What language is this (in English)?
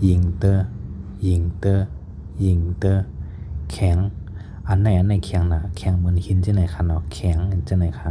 Shan